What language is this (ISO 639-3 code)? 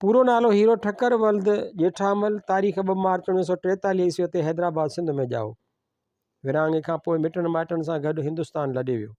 snd